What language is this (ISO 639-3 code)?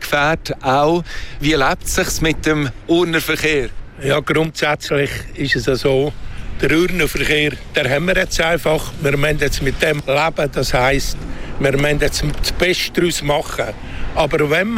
deu